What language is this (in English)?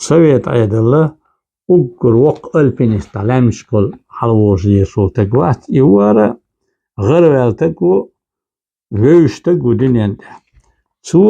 Chechen